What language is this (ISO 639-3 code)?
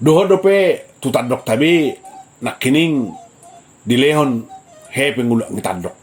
bbc